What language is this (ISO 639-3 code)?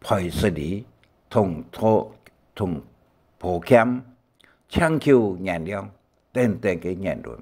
hak